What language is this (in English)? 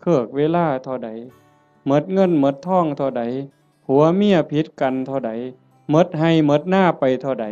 Northeastern Thai